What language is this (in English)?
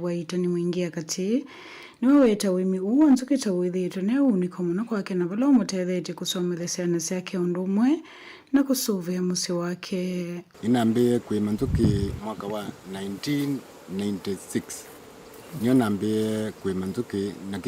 Kamba